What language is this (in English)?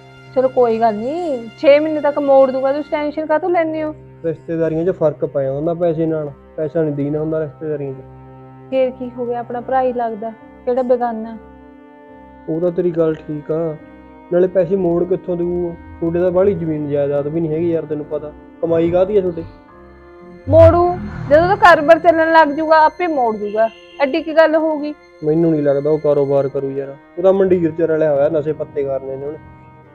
Punjabi